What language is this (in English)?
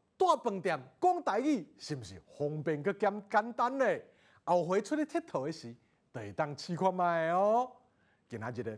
Min Nan Chinese